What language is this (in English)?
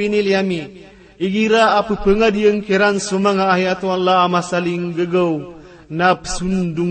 Maranao